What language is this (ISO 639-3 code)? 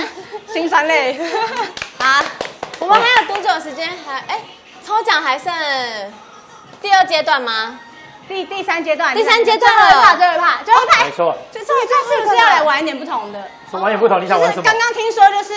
zho